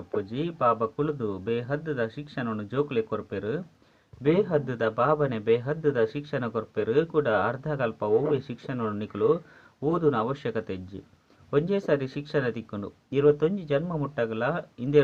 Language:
Tulu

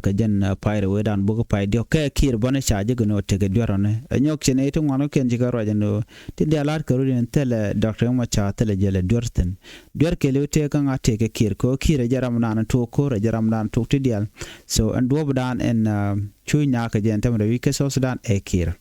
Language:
Nuer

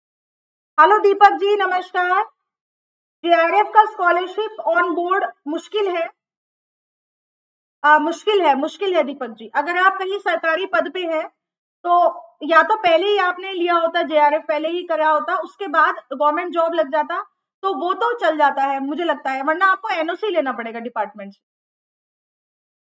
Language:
Hindi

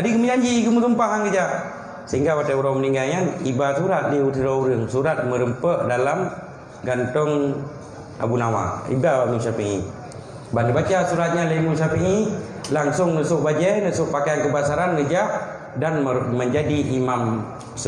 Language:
Achinese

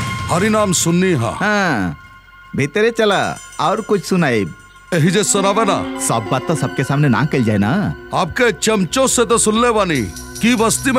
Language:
Bhojpuri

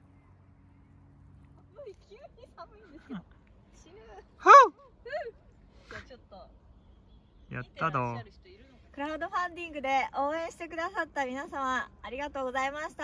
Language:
Japanese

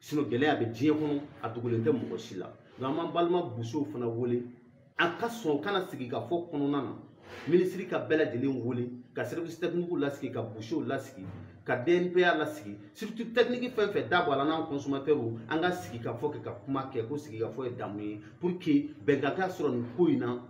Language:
Bambara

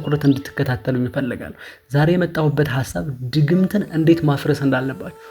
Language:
Amharic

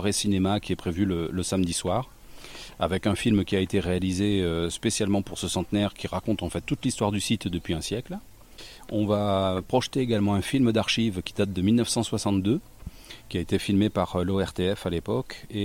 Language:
French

